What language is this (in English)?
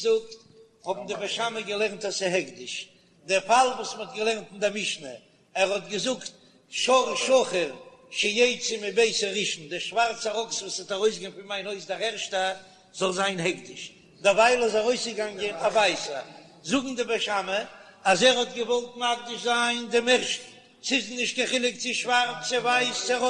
Yiddish